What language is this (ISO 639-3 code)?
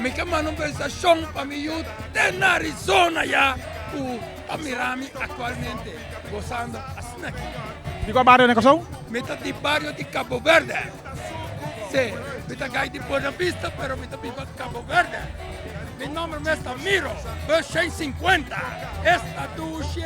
pap